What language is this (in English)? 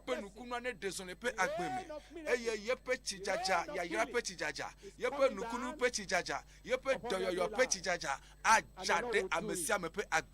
Ewe